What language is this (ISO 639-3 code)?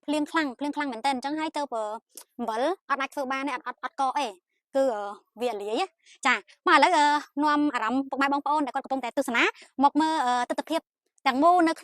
khm